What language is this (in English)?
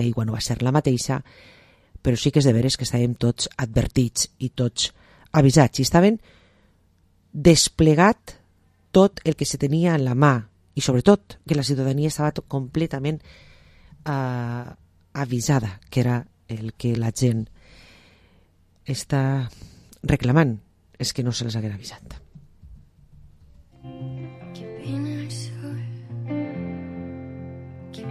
Catalan